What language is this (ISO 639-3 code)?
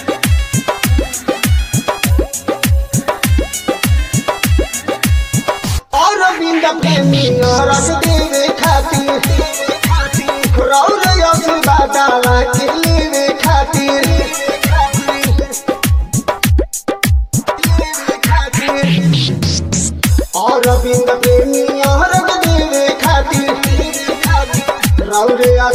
bho